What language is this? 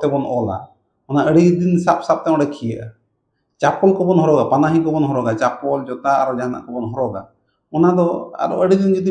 Santali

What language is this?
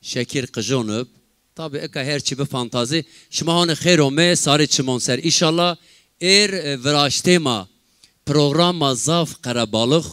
Zaza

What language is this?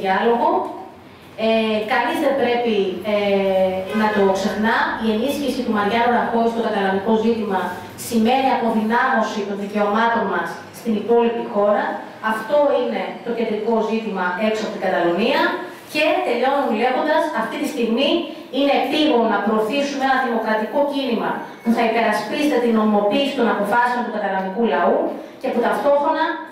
Greek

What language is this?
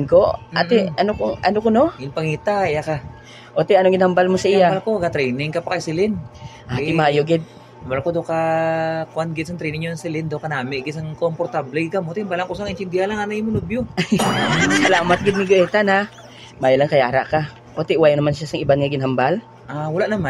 Hiligaynon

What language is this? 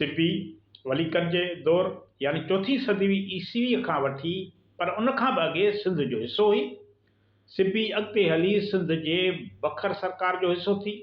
Sindhi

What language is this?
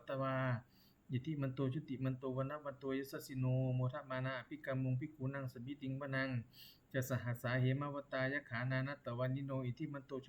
Pali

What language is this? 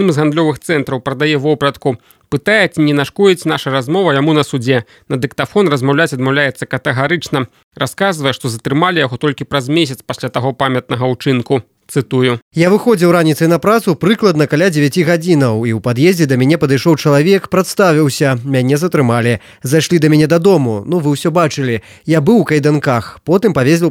Belarusian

